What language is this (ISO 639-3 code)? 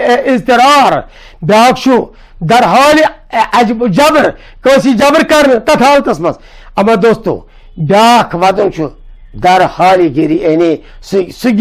kas